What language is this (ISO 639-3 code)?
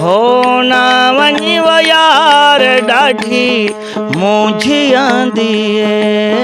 skr